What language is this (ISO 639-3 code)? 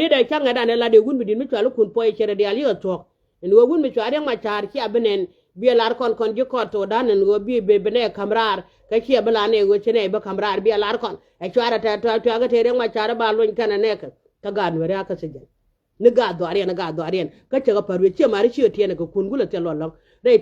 nus